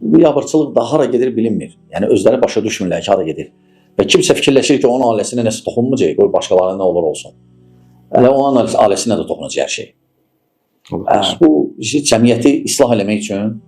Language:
Azerbaijani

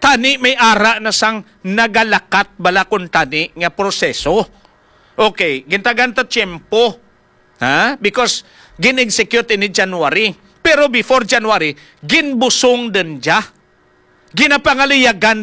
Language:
Hiligaynon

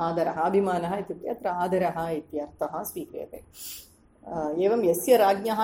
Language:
Sanskrit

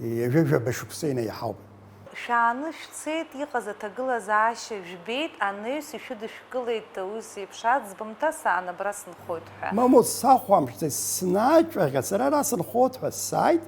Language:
Abkhazian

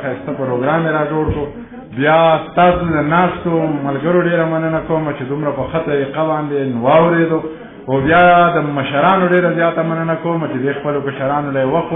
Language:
Pashto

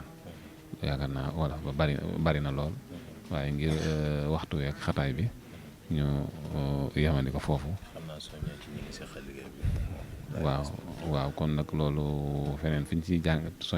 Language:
Wolof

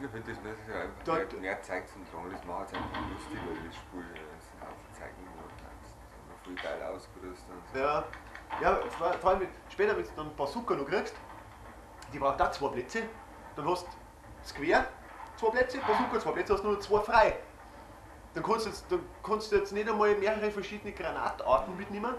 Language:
Bavarian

